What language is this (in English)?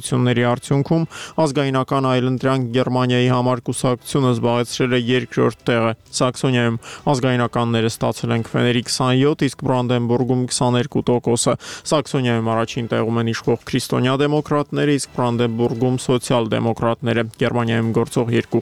Armenian